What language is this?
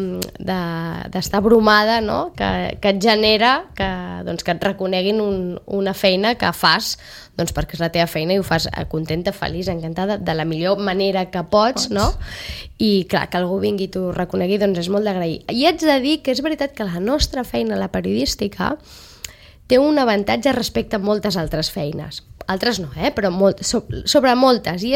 Catalan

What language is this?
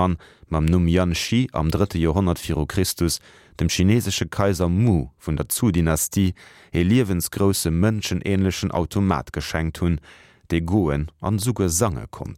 Luxembourgish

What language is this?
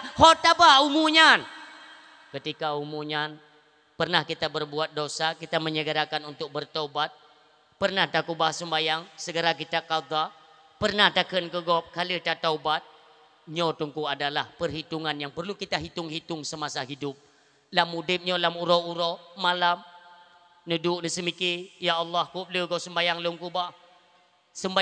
Achinese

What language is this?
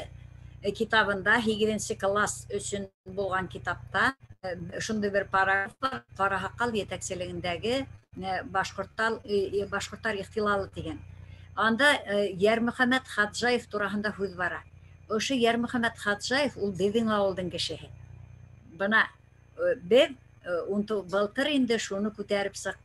Bashkir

